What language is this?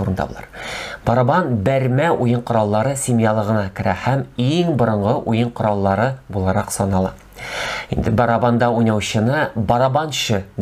Tatar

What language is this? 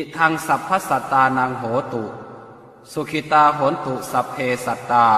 Pali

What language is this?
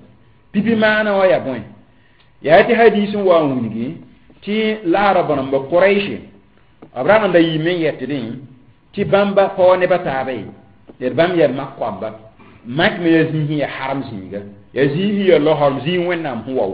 Mossi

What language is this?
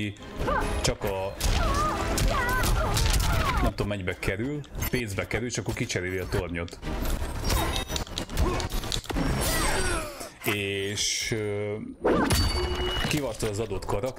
Hungarian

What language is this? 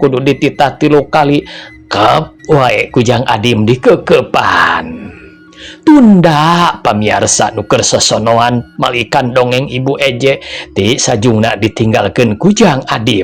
Sundanese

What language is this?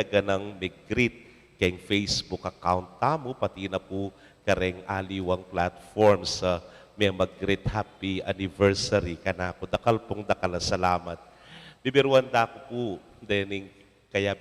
Pampanga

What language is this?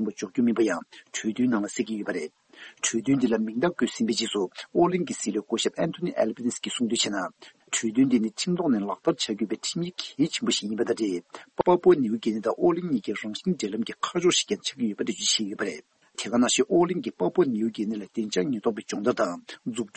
Tibetan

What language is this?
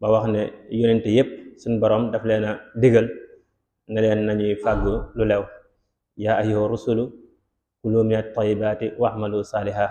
Wolof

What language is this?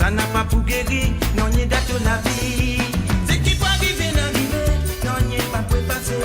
Morisyen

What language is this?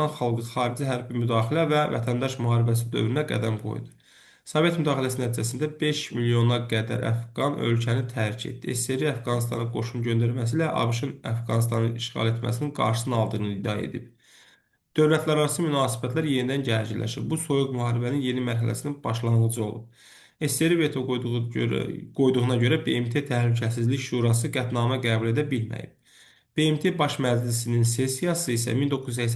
Azerbaijani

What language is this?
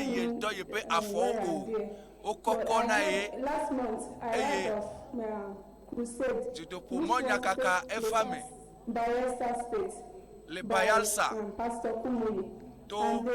Ewe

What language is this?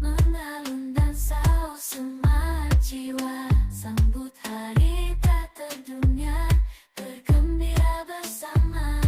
Banjar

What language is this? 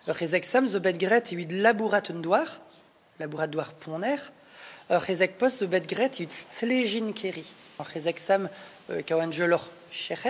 Breton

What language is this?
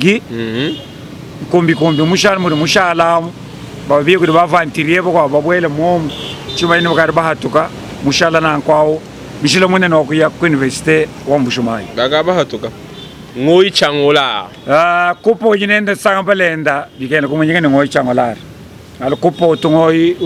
Luba-Lulua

